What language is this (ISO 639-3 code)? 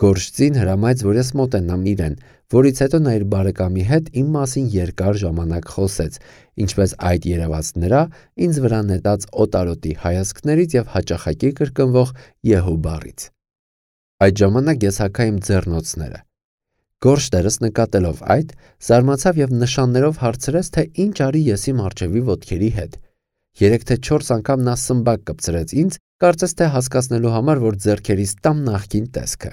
hye